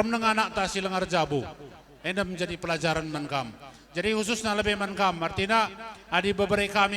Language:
Batak Karo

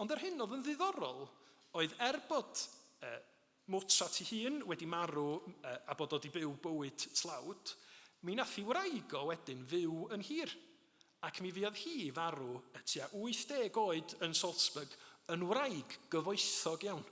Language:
Welsh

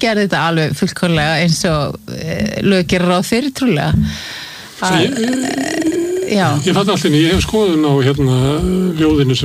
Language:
Icelandic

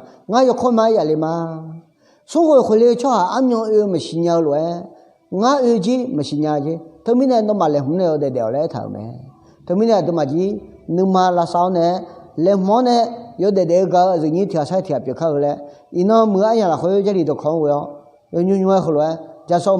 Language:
Akha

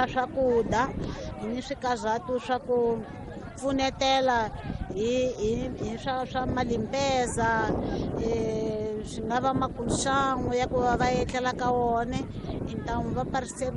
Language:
Tsonga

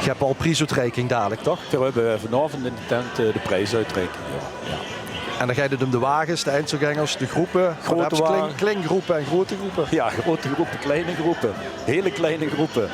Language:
Limburgish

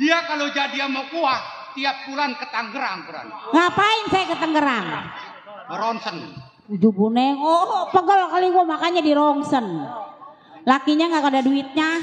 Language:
Betawi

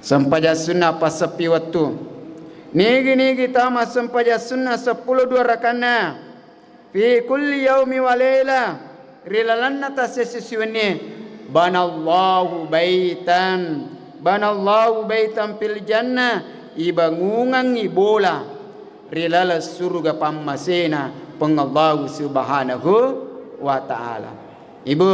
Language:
Buginese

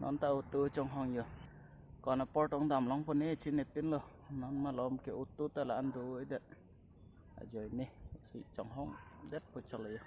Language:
Karbi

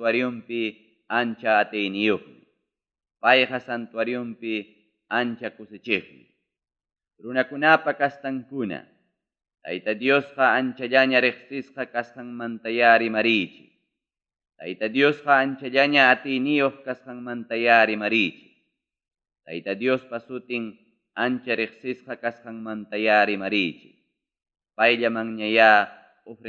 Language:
Ayacucho Quechua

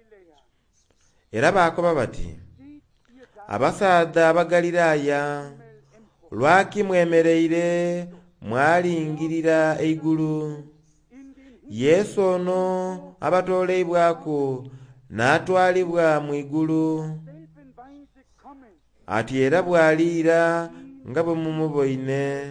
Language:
Soga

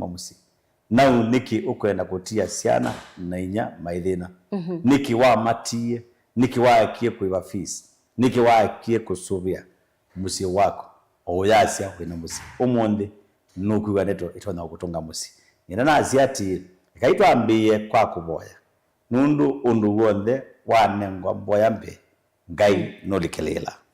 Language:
Kamba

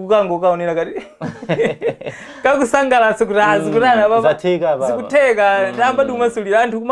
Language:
Nyanja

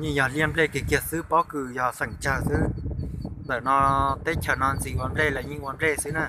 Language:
Hmong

